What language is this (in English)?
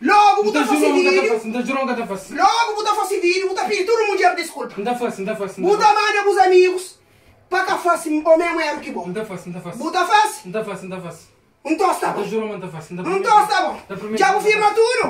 Kabuverdianu